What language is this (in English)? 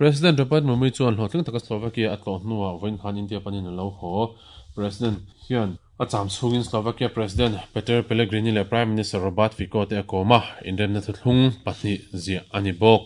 Mizo